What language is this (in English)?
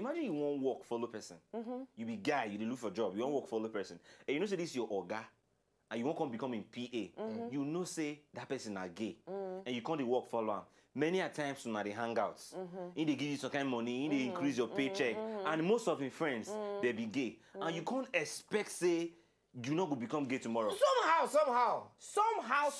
Nigerian Pidgin